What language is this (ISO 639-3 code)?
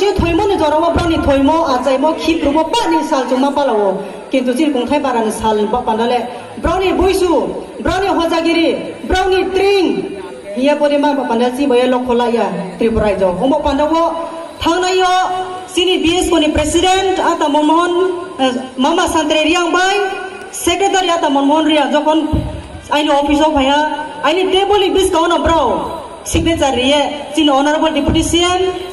ria